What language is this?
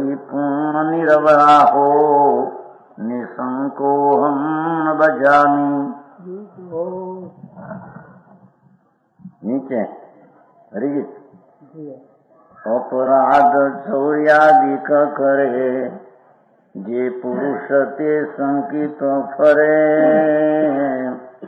Gujarati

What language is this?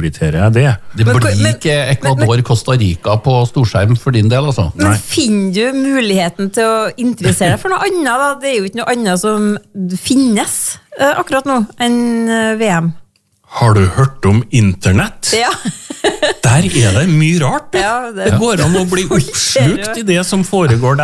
Norwegian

